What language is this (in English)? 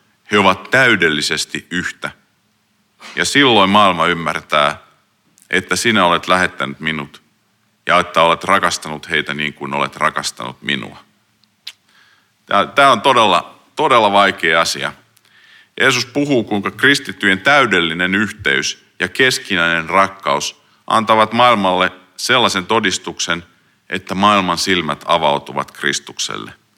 Finnish